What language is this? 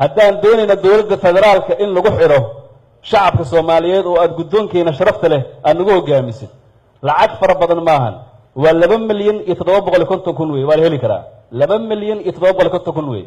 Somali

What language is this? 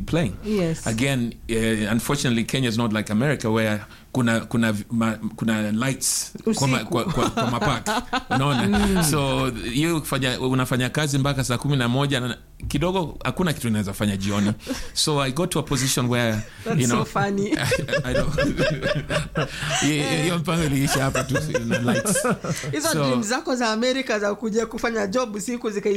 Swahili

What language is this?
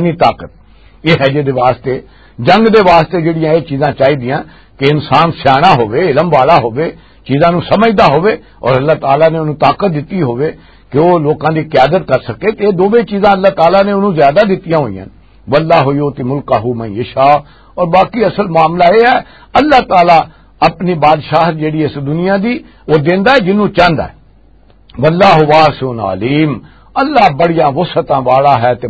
Western Panjabi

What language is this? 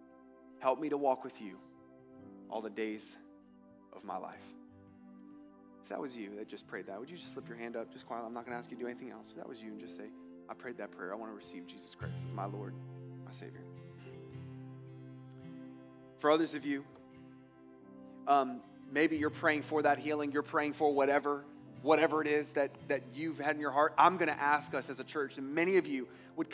English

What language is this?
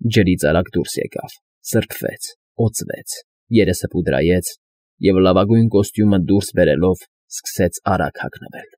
Armenian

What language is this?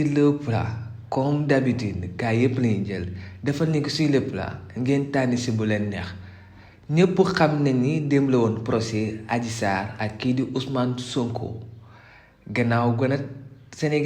Wolof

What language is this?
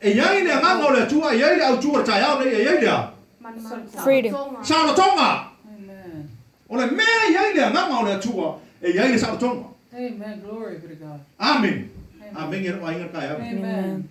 Samoan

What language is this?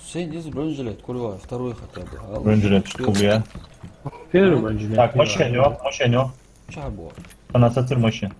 Ingush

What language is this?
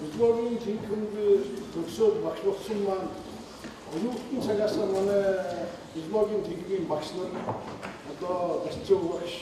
Mongolian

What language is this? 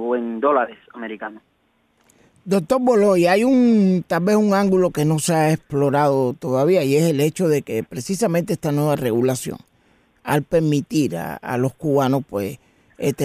Spanish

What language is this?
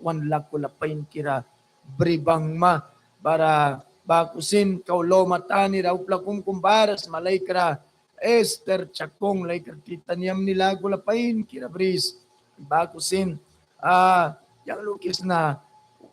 Mískito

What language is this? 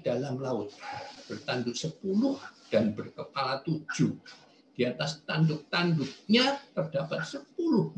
Indonesian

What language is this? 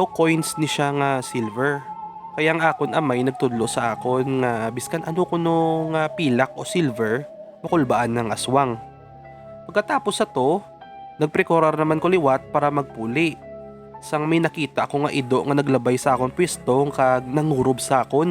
Hiligaynon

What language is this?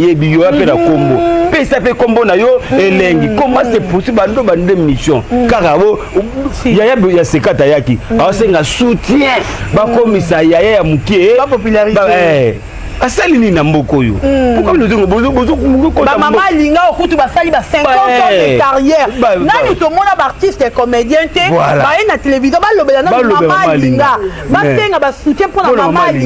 Lingala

